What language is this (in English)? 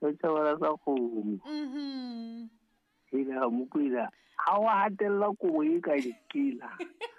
Southern Sotho